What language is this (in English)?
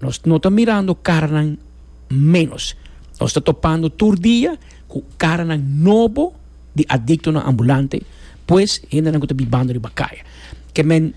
Papiamento